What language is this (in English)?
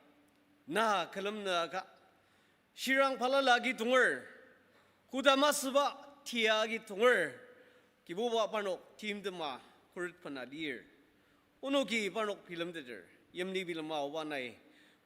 Ao Naga